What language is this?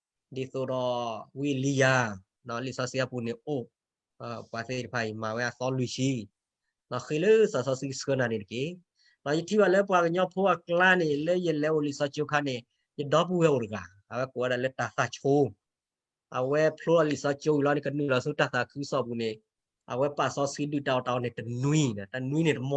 S'gaw Karen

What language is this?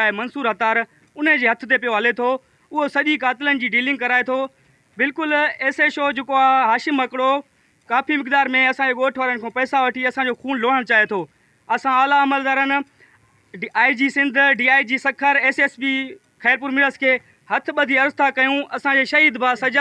Sindhi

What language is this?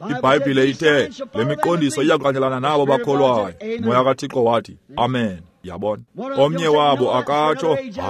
Xhosa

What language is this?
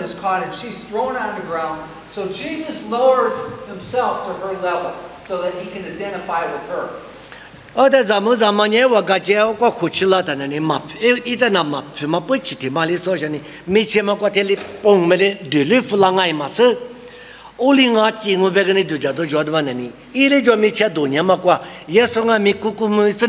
Lisu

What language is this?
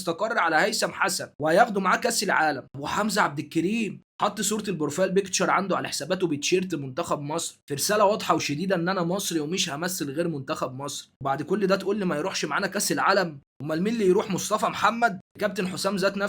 Egyptian Arabic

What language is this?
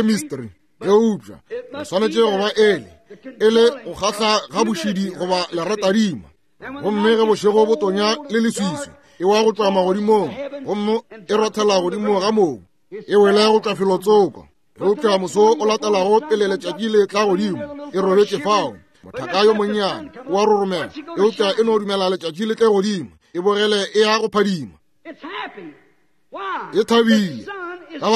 Northern Sotho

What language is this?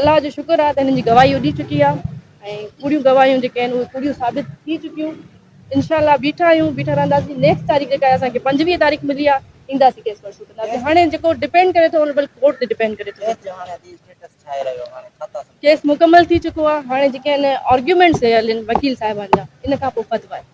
Sindhi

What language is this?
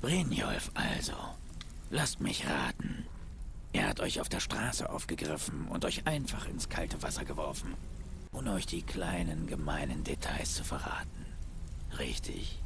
Swiss German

